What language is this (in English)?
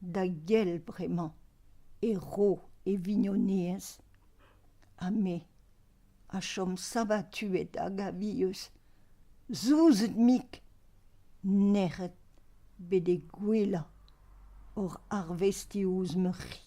Breton